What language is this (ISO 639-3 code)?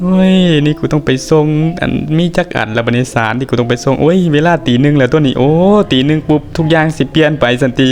lao